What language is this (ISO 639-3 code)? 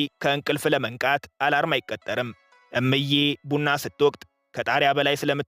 amh